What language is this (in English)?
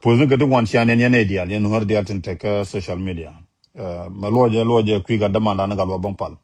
Nuer